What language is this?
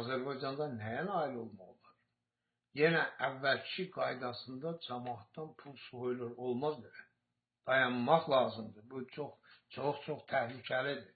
Azerbaijani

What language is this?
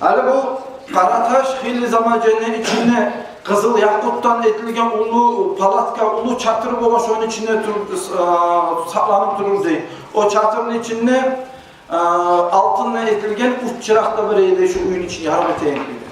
Kumyk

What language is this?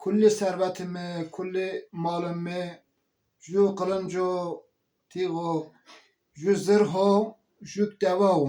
Zaza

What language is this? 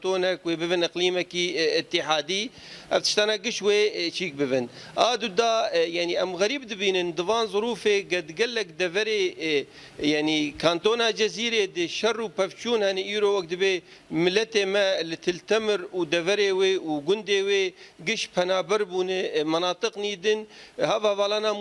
Kurdish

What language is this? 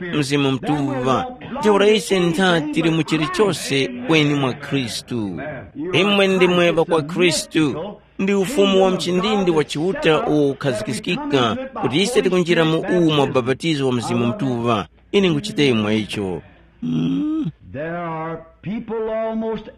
Tumbuka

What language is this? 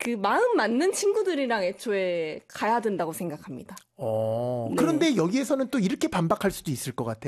Korean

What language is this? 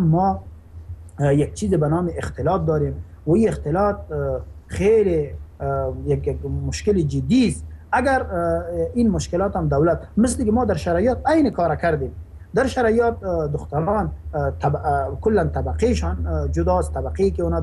Persian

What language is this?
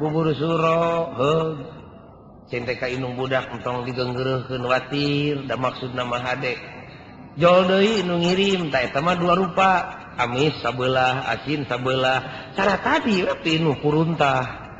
Sundanese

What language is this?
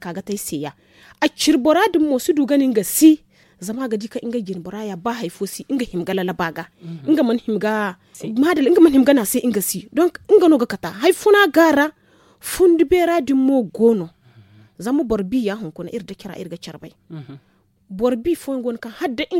Zarma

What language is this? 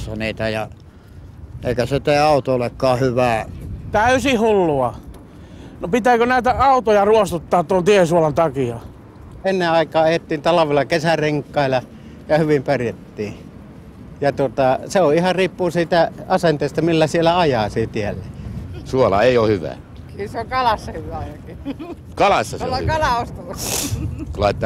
Finnish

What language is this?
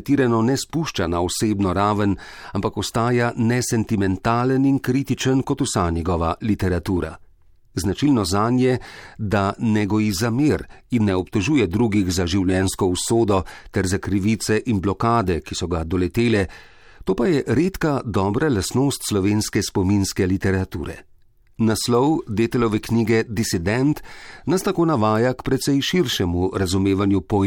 Slovenian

